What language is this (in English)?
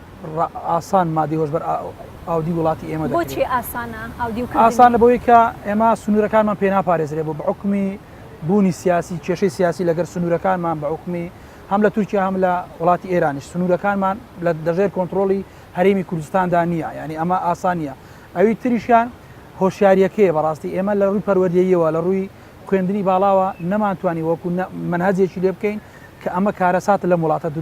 Central Kurdish